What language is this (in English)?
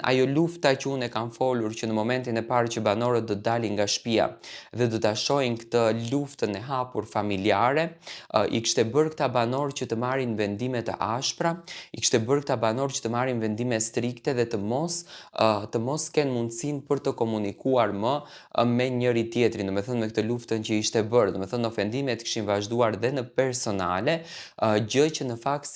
Albanian